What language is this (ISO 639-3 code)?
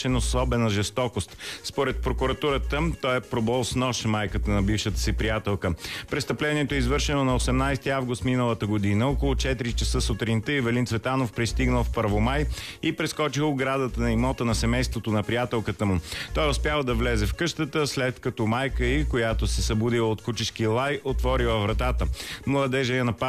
bul